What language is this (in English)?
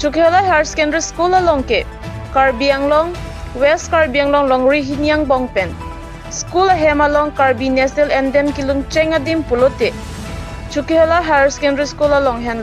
Karbi